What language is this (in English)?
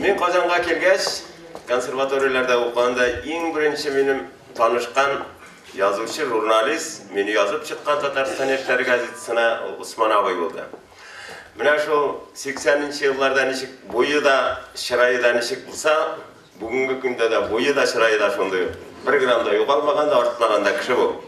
Tatar